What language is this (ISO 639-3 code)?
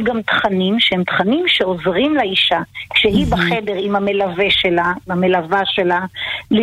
heb